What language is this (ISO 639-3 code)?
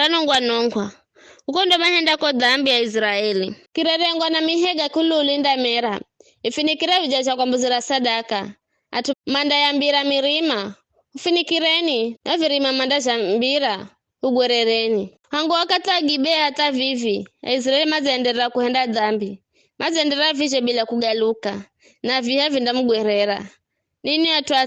nyf